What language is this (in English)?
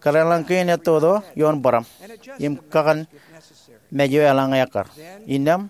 Marshallese